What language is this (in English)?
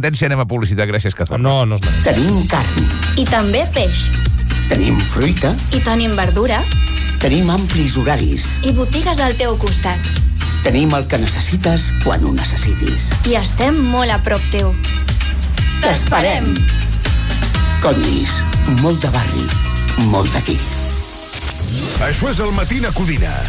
Catalan